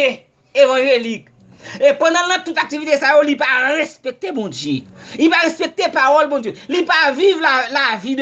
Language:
Haitian Creole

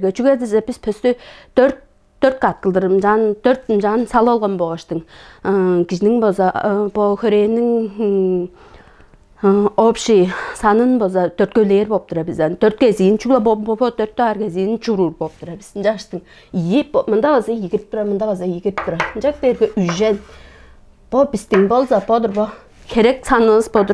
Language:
Tuvinian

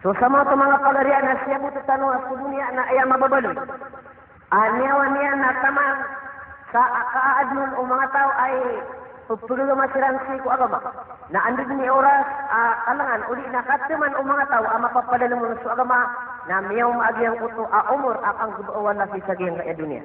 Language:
Maranao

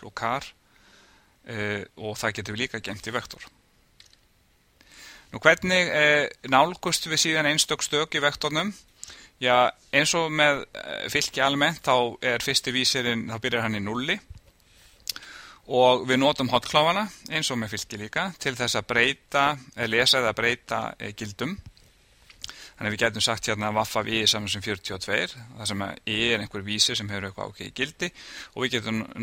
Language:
Icelandic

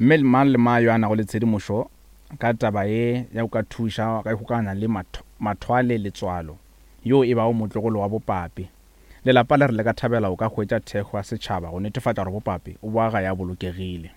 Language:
Northern Sotho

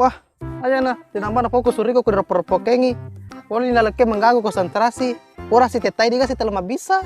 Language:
Buginese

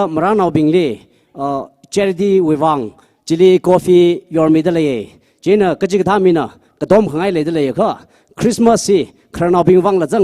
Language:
Tangkhul Naga (India)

